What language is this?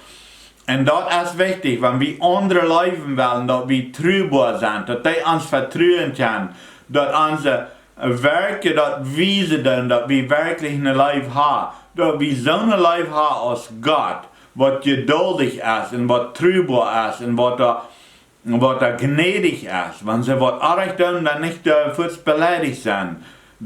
Plautdietsch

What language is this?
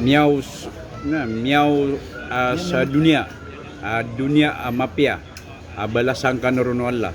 Maranao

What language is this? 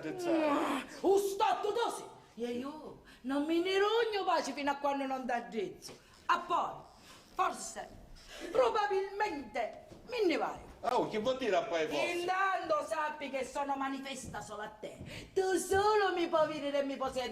Sicilian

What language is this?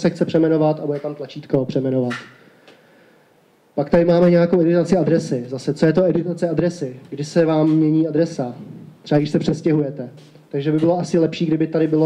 Czech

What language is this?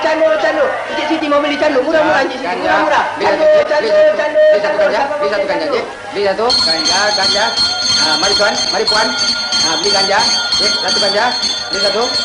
Malay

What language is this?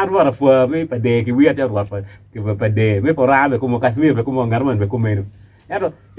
Acoli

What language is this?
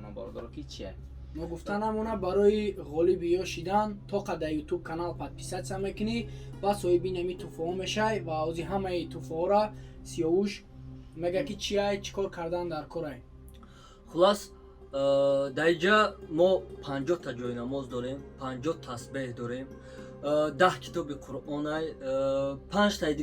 Tajik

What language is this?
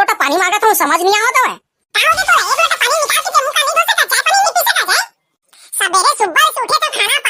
Chhattisgarhi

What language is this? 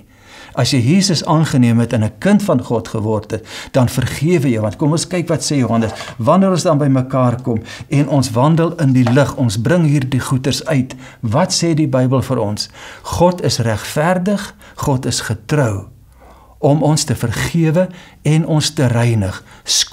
Afrikaans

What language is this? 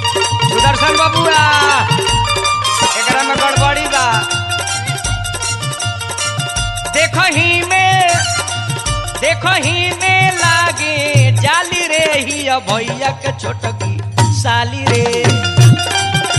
Bhojpuri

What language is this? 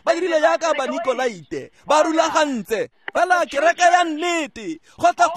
Tswana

